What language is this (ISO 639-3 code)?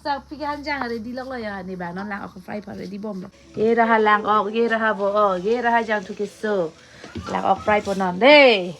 mjw